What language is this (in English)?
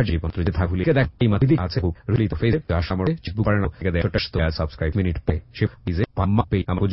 Bangla